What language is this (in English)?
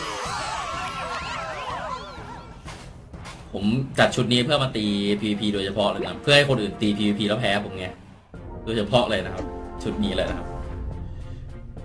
Thai